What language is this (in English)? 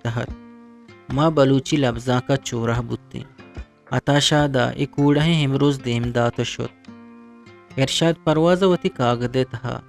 Eastern Balochi